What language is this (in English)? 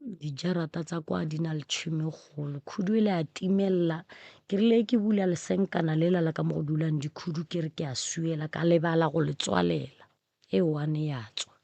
Northern Sotho